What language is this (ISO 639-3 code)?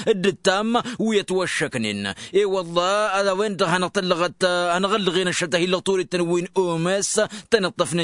taq